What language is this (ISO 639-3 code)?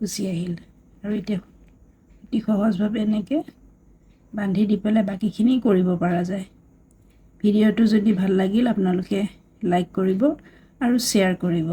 asm